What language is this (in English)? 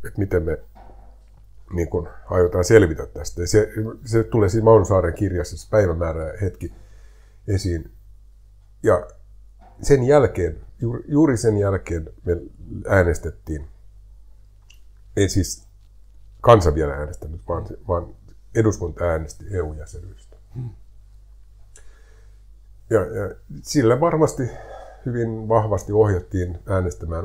Finnish